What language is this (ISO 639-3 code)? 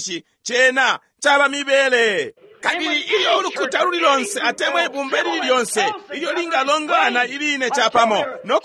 bem